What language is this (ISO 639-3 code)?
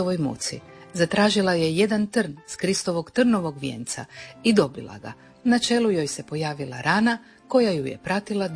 hrv